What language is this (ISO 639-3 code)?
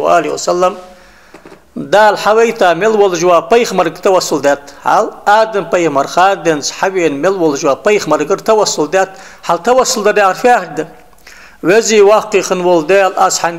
inh